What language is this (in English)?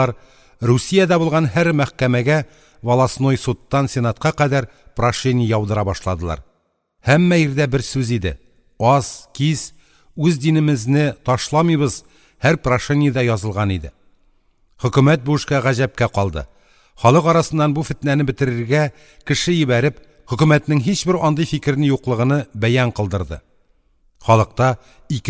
Tatar